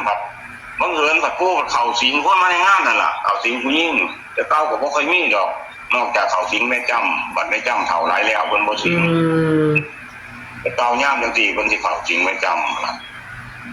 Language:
Northeastern Thai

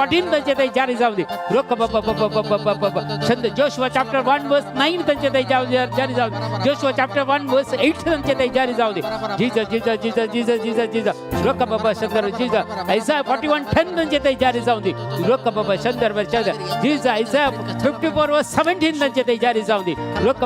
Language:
Konkani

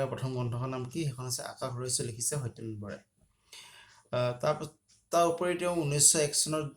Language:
Assamese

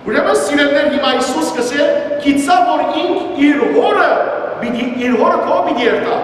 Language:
Western Armenian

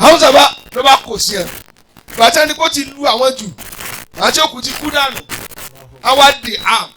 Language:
Yoruba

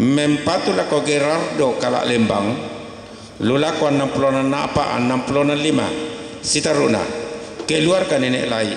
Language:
Toraja-Sa'dan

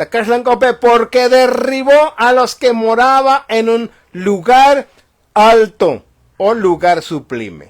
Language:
Tzotzil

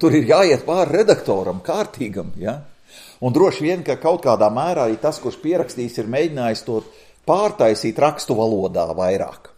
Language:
Latvian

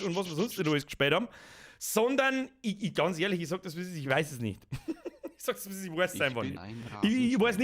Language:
Bavarian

